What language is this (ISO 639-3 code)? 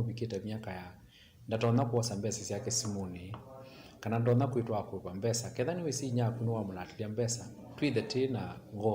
kam